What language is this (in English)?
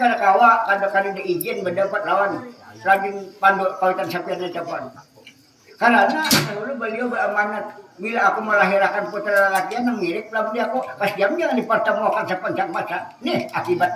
Banjar